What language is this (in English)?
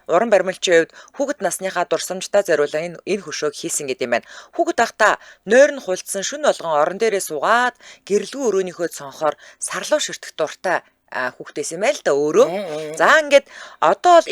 Mongolian